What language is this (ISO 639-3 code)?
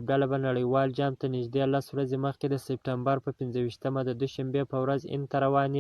pus